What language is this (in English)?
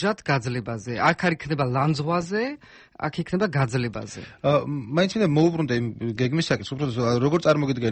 Georgian